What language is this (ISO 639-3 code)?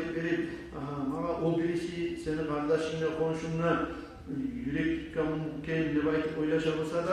kum